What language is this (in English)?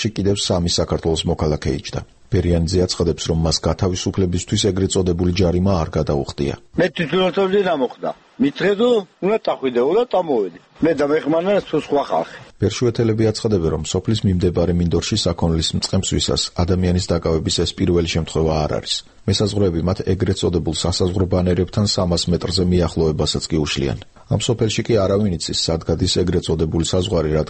Georgian